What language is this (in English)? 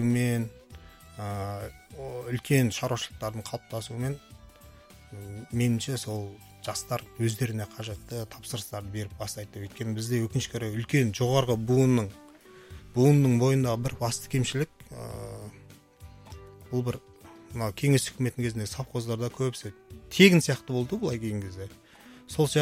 Kazakh